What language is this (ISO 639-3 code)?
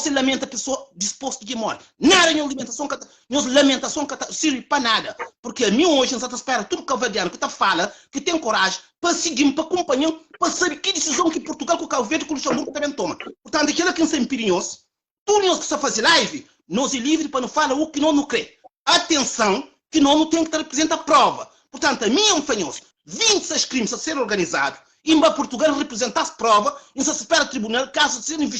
kea